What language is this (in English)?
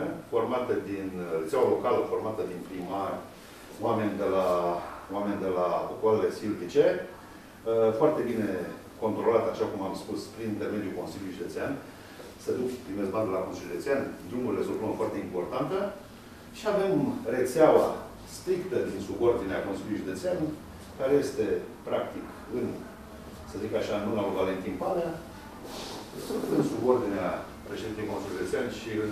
Romanian